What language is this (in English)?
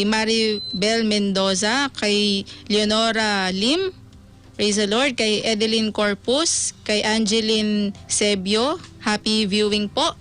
Iloko